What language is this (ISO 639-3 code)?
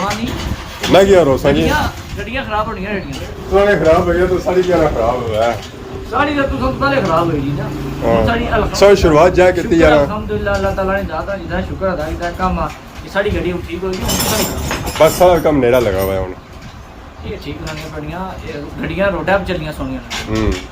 phr